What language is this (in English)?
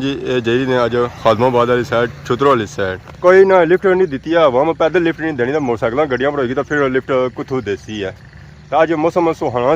Pahari-Potwari